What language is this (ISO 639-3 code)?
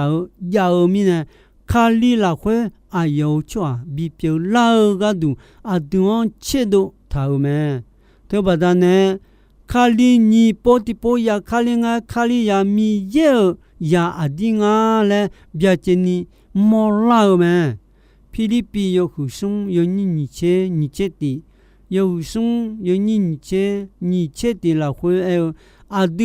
ahk